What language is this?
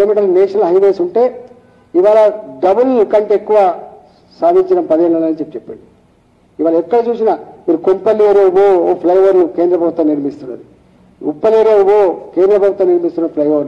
Telugu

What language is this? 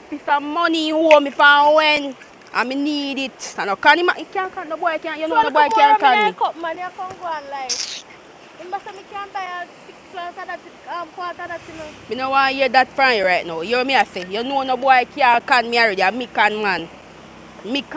Jamaican Creole English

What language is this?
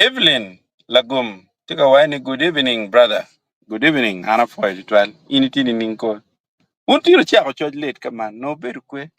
Acoli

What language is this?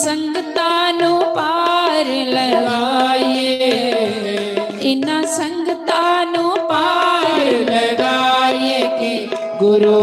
Dogri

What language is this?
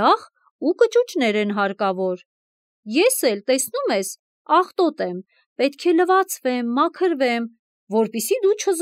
Armenian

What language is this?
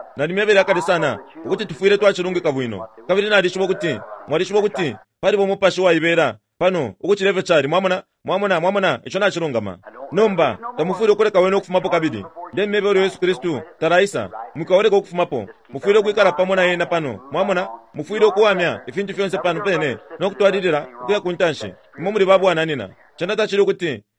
Bemba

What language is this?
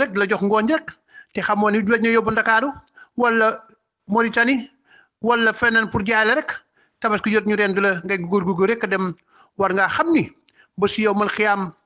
Wolof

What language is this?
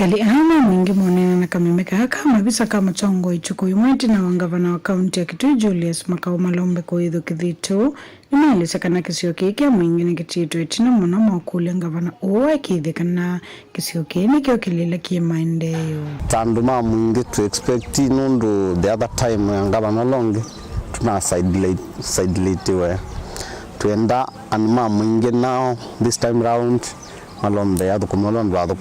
Kamba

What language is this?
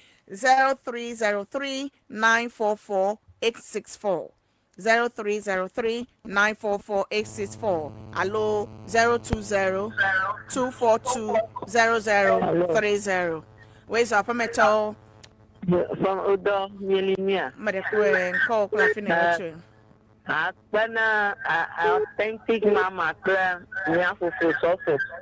Ewe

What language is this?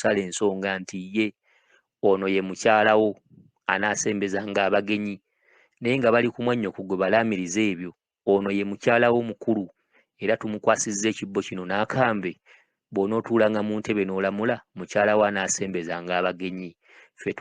Ganda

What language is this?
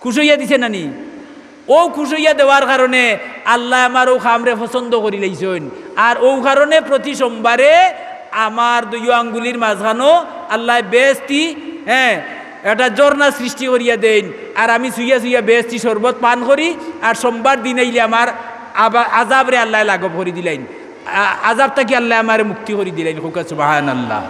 Sylheti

